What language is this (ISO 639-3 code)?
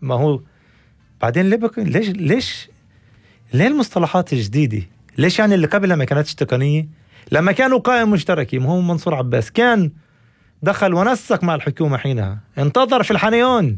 apc